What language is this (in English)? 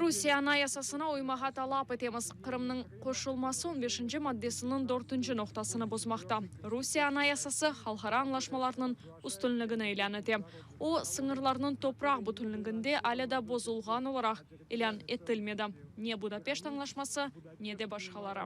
Crimean Tatar